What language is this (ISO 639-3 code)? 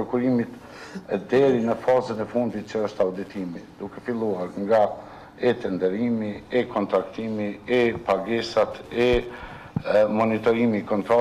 sqi